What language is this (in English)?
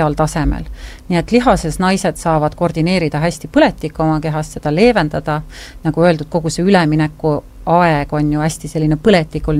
Estonian